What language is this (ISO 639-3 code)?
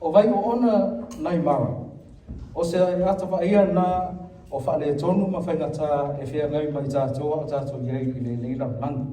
smo